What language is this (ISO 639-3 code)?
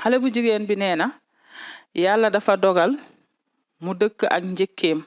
wol